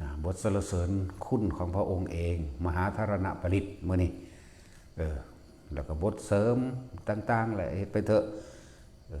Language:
Lao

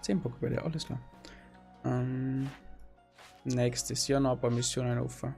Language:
Bavarian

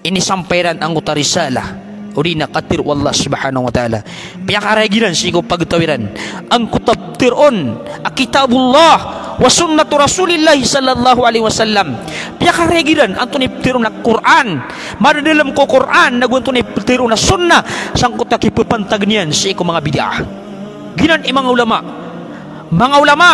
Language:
Maranao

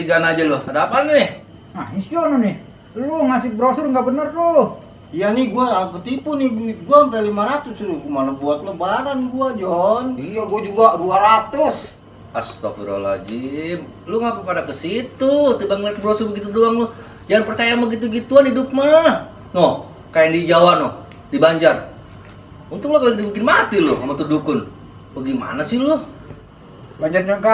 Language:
Betawi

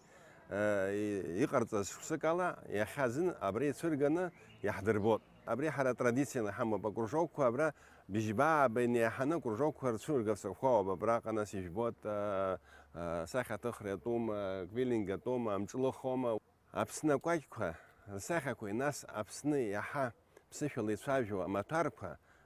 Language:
Abkhazian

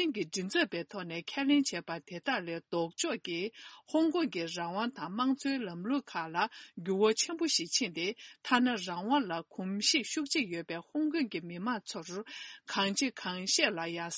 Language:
Tibetan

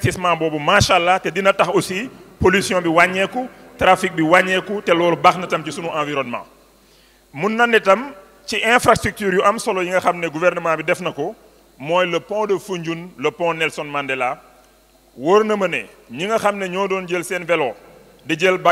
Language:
Wolof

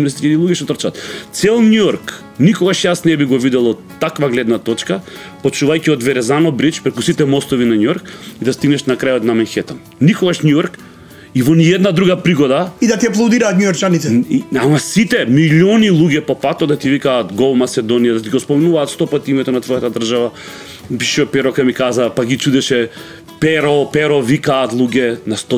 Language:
Macedonian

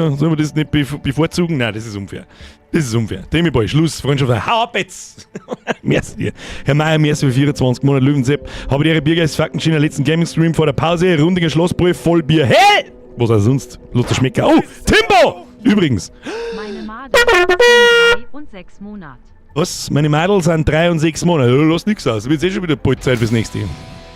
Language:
Bavarian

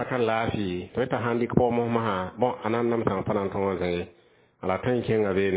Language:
Mossi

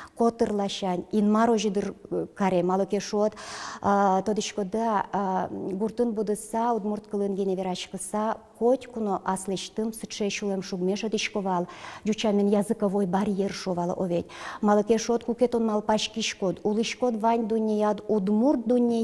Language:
Udmurt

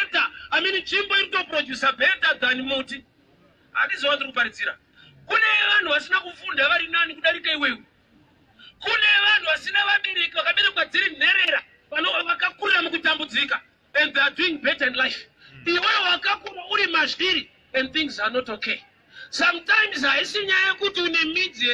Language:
Shona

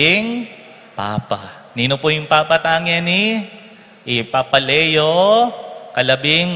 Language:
Pampanga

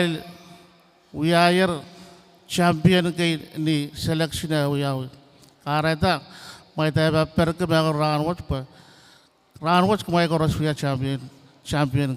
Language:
Pohnpeian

